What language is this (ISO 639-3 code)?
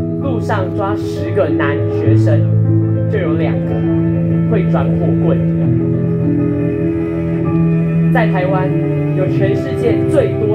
zho